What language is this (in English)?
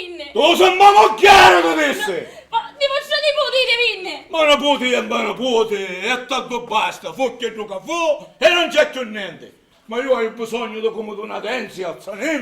Sicilian